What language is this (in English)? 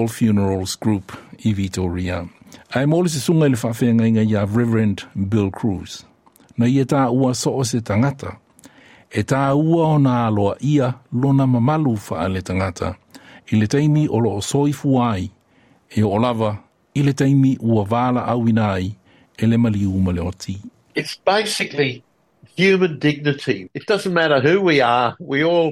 Samoan